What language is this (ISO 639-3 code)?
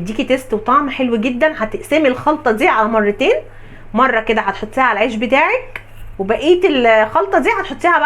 arz